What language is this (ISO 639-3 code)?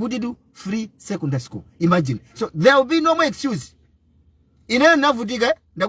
nya